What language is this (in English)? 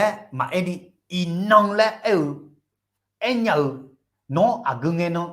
Akha